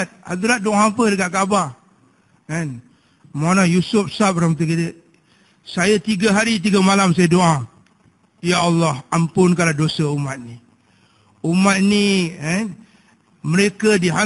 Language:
Malay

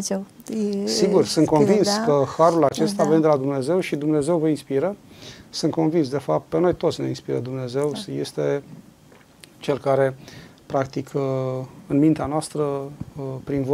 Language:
Romanian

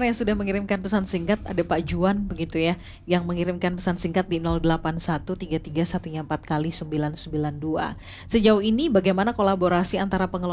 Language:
Indonesian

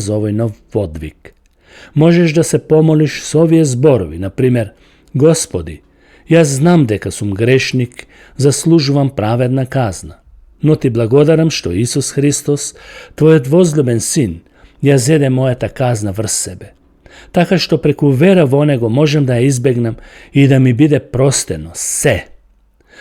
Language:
Macedonian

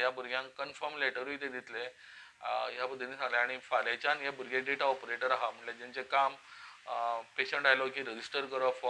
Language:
Konkani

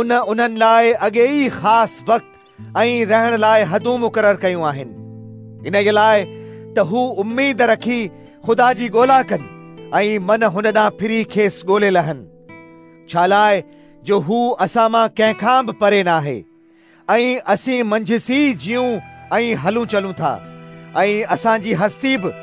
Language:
Sindhi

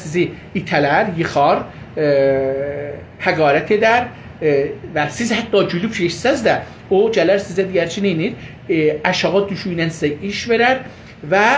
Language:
South Azerbaijani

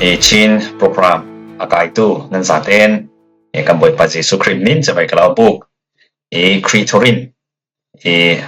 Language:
Falam Chin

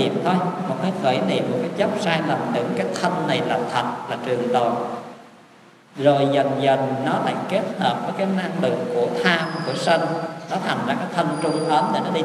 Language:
Vietnamese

